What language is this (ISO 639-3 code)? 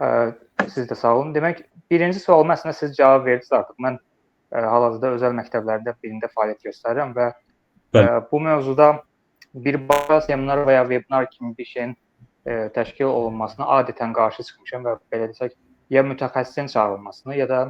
aze